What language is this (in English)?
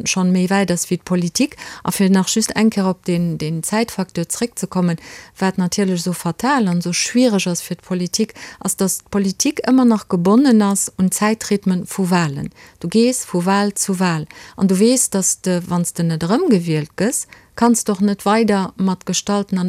Luxembourgish